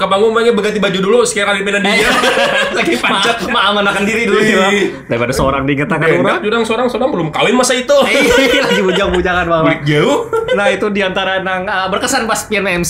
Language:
Banjar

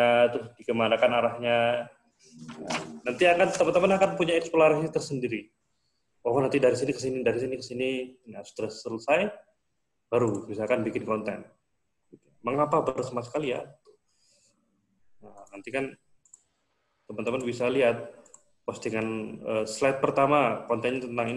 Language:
Indonesian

